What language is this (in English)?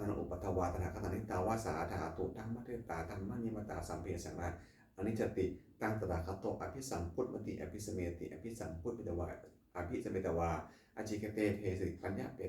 Pali